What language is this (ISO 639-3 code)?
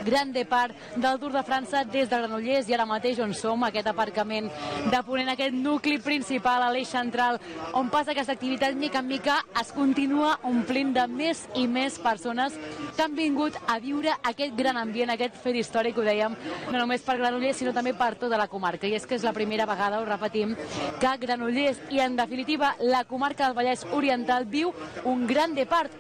cat